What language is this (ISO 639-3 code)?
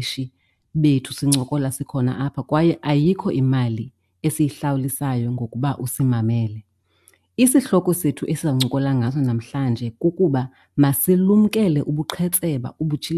xho